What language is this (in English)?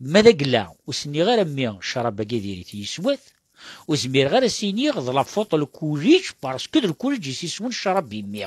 Kabyle